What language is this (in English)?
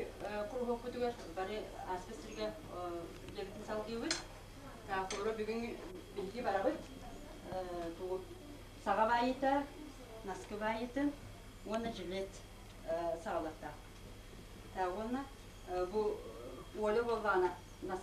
Yakut